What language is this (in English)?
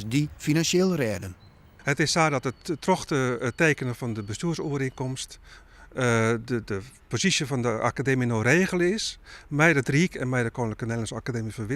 Western Frisian